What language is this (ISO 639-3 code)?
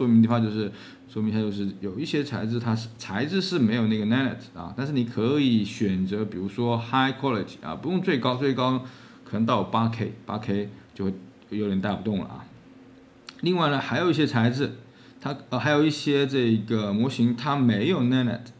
zho